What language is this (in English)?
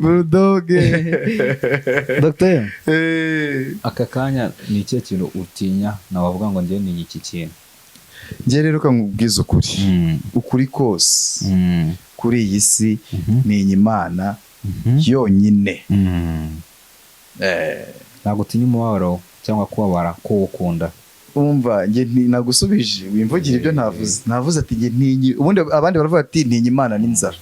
Kinyarwanda